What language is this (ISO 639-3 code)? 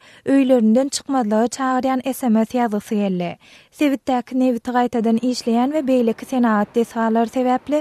tuk